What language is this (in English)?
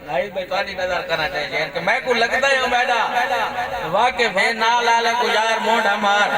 Saraiki